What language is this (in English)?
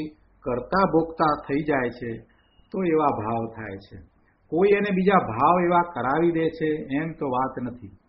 Gujarati